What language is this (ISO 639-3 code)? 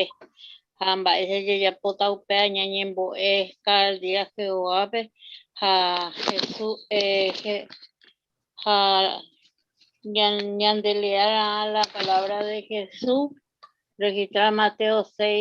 grn